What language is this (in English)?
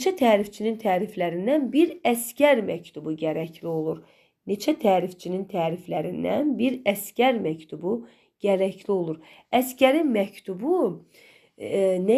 Azerbaijani